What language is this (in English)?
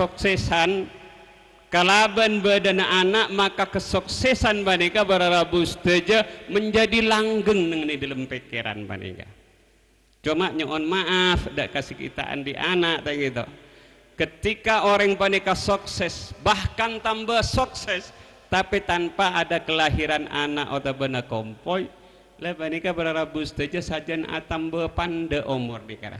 Madurese